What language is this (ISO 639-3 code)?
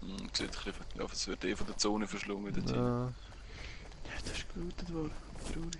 gsw